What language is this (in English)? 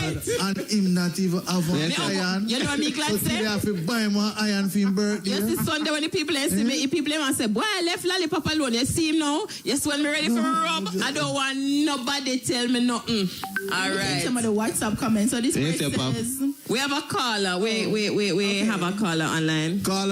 Jamaican Creole English